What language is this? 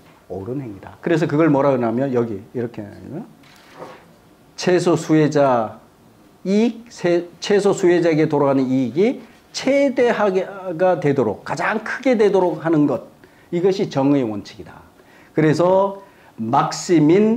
Korean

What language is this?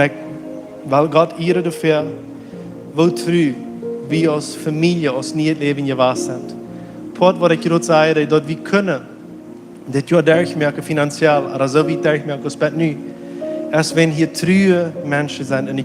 Plautdietsch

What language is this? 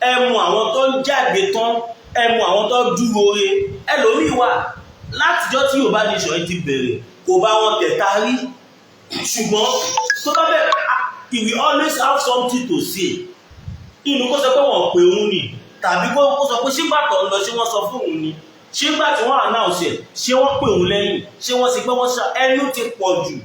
Yoruba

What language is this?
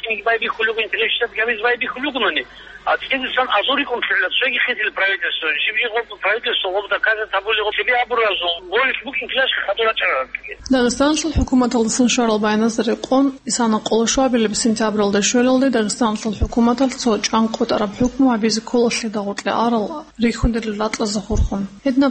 Avaric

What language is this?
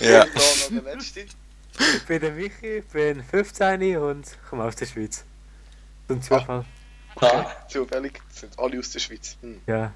Swiss German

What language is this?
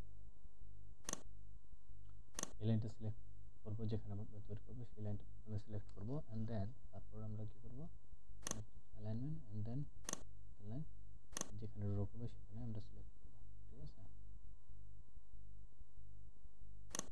Bangla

